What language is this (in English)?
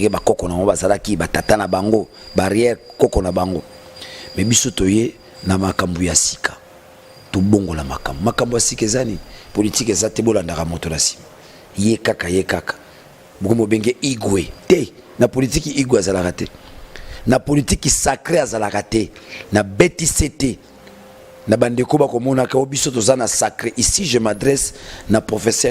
Lingala